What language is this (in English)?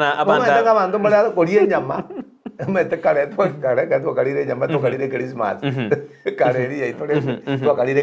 Gusii